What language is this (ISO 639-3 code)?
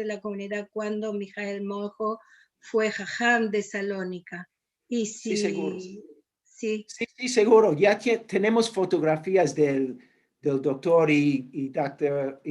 lad